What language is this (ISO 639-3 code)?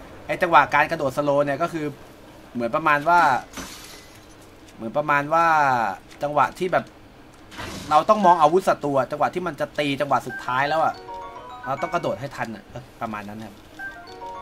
tha